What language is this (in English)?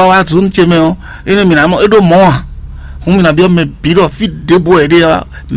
Fon